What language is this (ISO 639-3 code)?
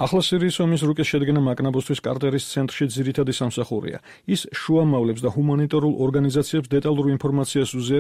kat